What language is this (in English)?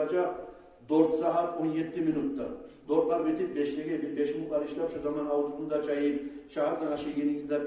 Kumyk